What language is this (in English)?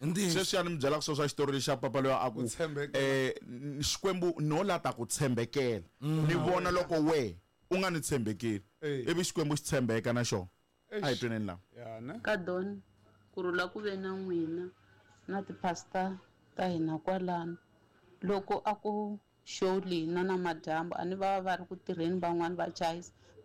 Tsonga